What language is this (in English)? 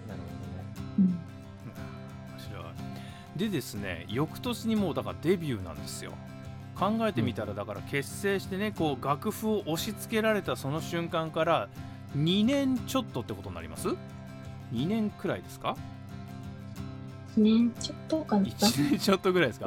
Japanese